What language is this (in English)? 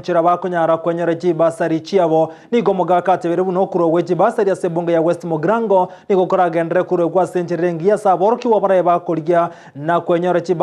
Gusii